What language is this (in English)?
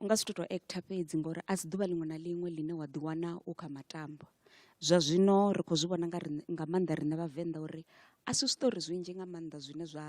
Venda